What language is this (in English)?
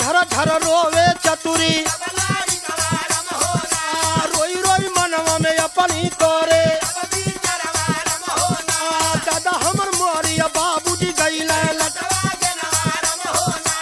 Bhojpuri